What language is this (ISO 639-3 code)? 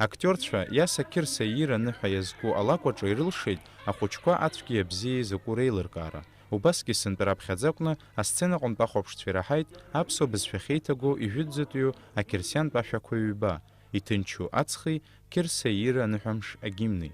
abk